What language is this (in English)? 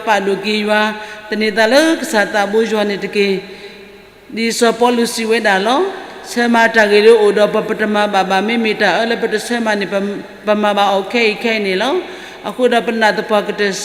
S'gaw Karen